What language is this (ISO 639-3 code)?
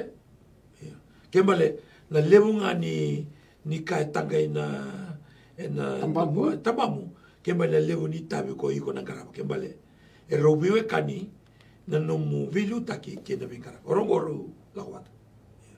glg